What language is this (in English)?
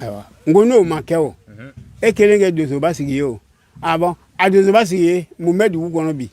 Bambara